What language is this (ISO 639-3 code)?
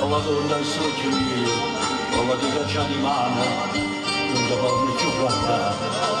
nap